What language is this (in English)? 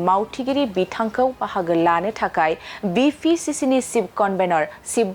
Bodo